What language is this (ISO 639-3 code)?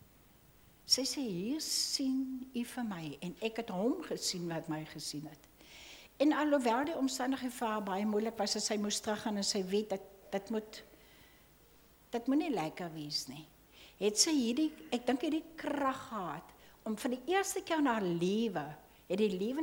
afr